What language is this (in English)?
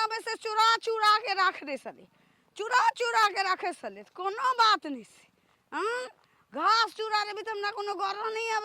Maithili